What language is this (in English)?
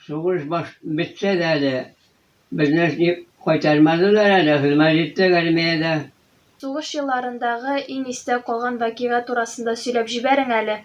Bashkir